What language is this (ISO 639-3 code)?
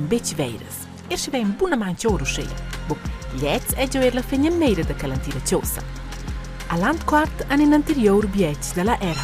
roh